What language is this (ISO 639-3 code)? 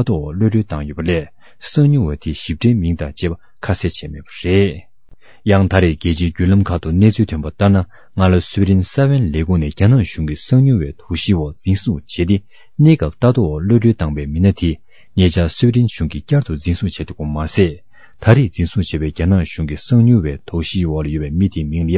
bod